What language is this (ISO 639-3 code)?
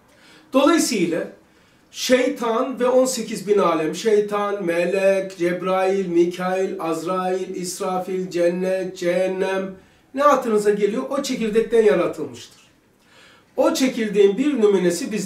tur